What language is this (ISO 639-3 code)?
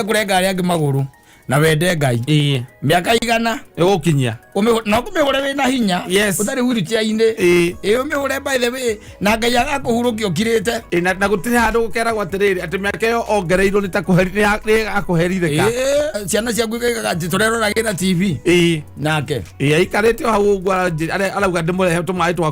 kik